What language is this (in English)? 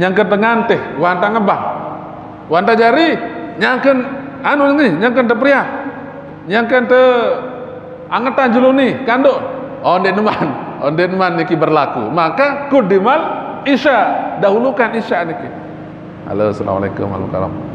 Sasak